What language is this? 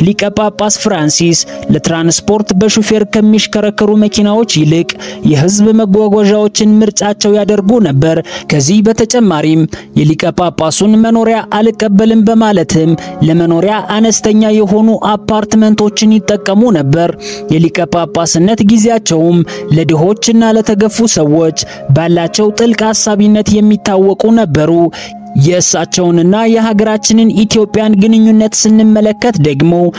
Amharic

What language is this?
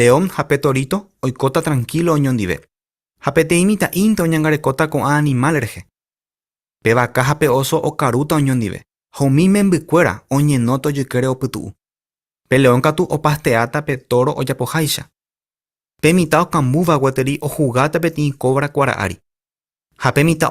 Guarani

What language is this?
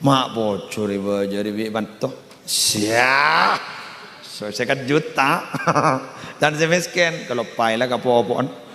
Madurese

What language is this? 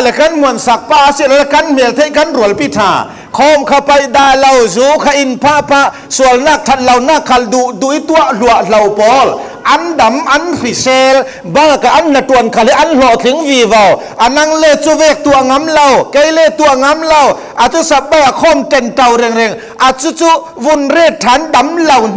Falam Chin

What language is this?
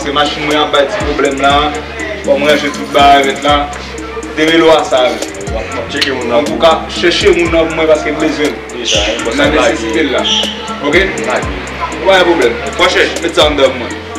Haitian Creole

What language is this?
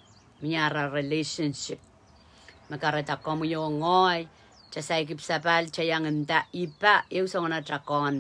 Pohnpeian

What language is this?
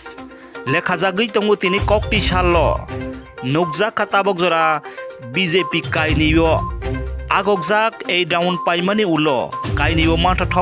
Kok Borok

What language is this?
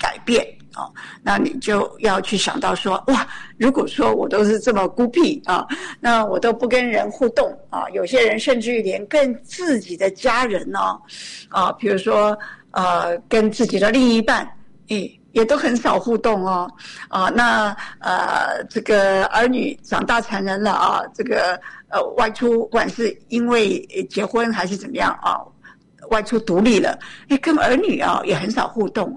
Chinese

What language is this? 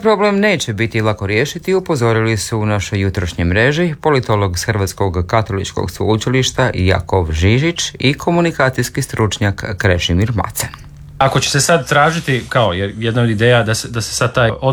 Croatian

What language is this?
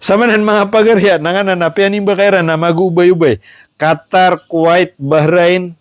Maranao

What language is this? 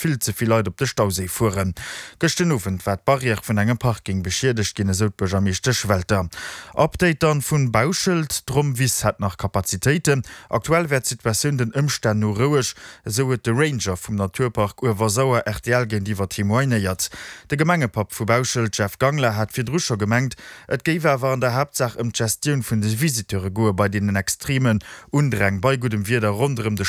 Luxembourgish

